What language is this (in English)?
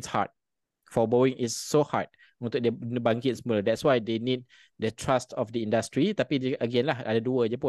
Malay